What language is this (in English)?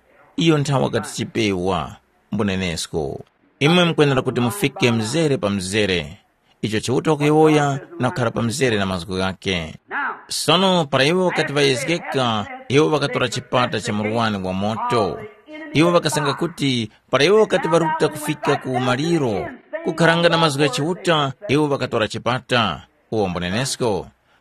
Tumbuka